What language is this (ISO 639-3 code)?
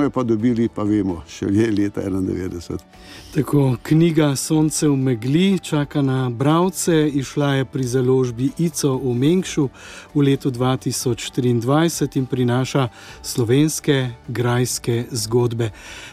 slv